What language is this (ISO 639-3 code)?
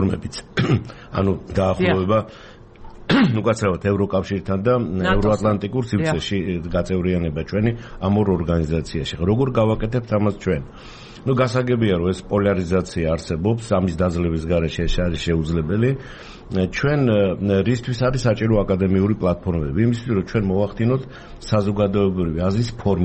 kat